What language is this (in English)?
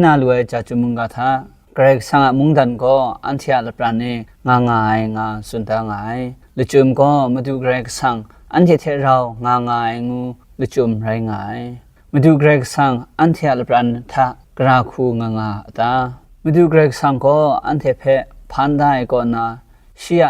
Kachin